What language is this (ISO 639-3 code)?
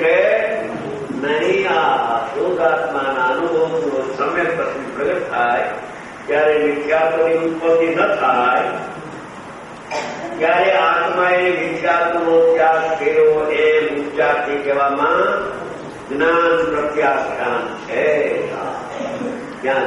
guj